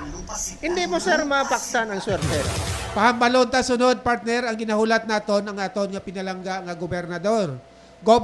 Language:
Hiligaynon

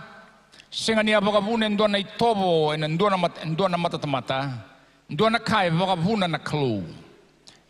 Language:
Fijian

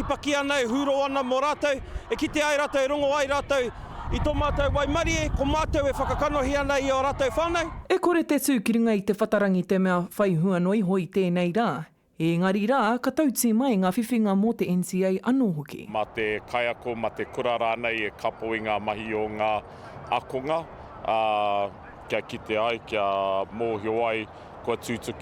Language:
Māori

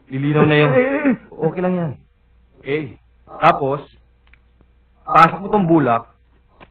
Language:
Filipino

